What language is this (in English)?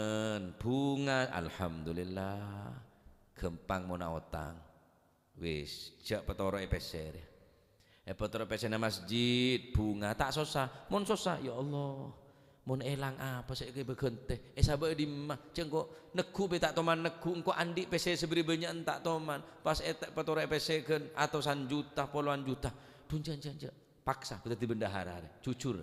Madurese